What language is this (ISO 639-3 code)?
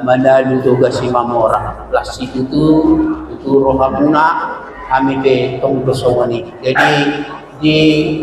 bbc